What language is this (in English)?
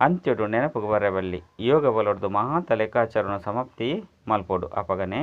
Tulu